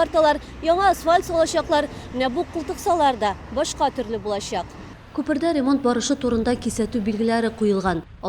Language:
Tatar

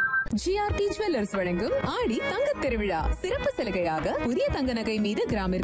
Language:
Tamil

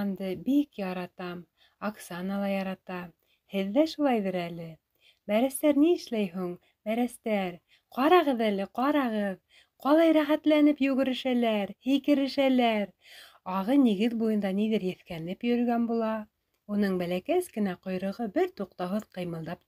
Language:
Bashkir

